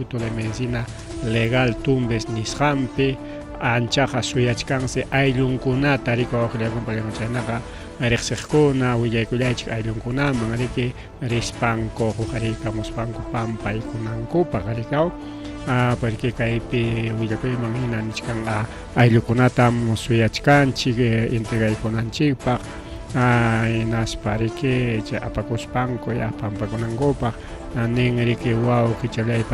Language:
Ayacucho Quechua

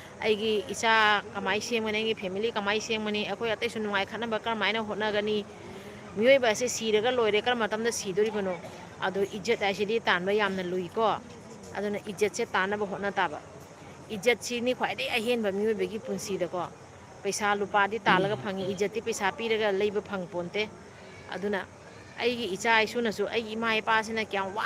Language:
Manipuri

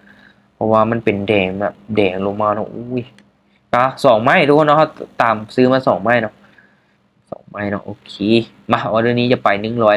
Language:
Lao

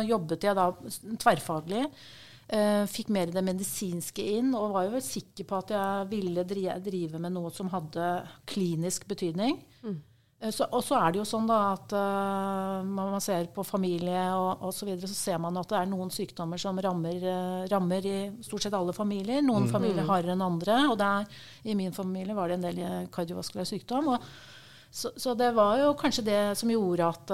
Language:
Norwegian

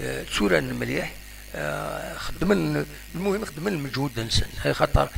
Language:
Kabyle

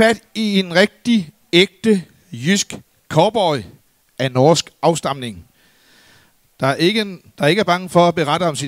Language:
Danish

